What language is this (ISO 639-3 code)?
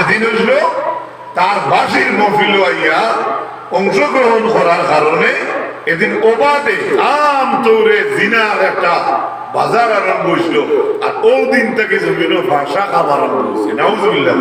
syl